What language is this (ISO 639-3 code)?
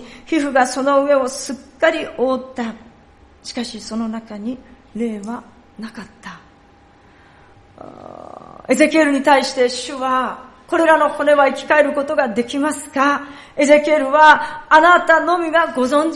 jpn